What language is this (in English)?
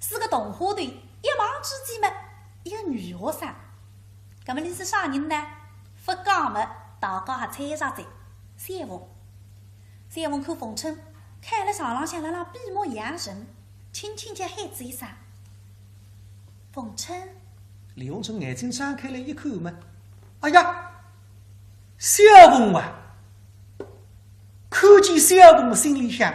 Wu Chinese